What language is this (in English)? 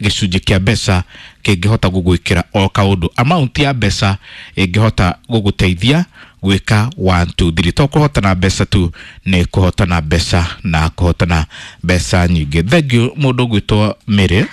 Kikuyu